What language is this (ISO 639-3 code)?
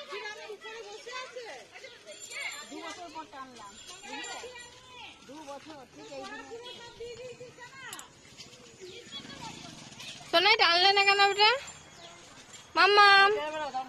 ben